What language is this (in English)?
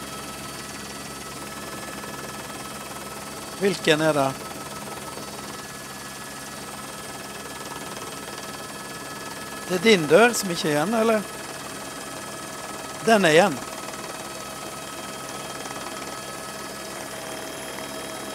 Norwegian